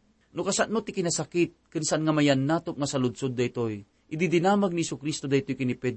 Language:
Iloko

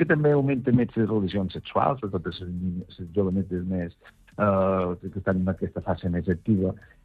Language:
Catalan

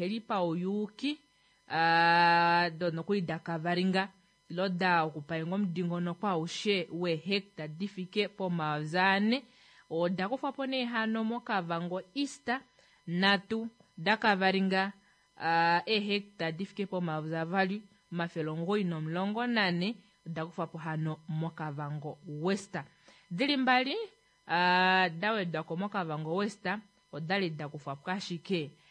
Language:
Kuanyama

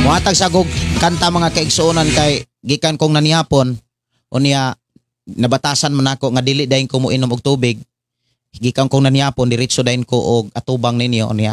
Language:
Cebuano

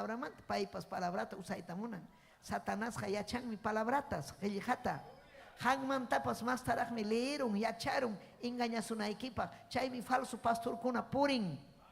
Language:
Ayacucho Quechua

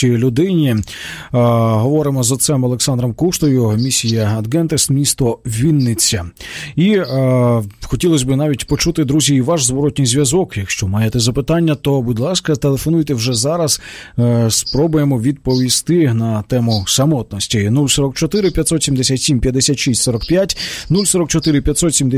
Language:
Ukrainian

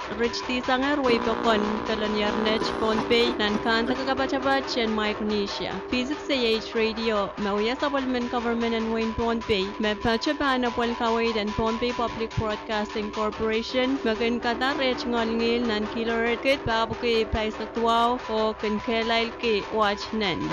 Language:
Pohnpeian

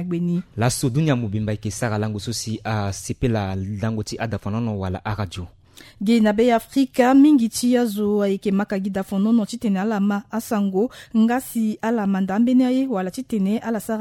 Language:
Sango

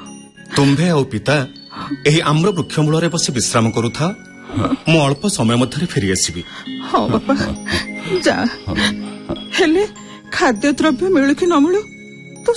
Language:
Odia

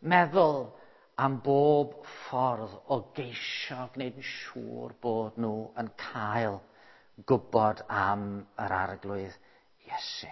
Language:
Welsh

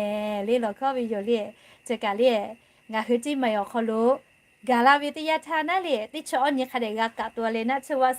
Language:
Lahu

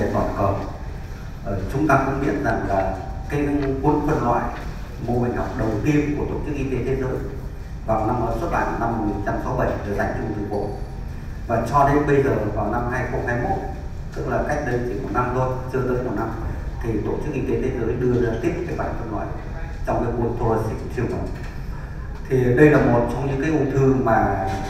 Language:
Vietnamese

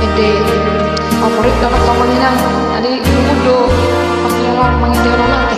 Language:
Batak Toba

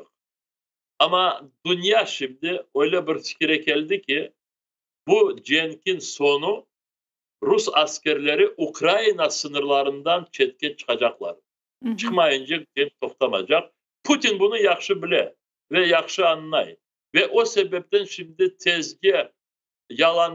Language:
Crimean Tatar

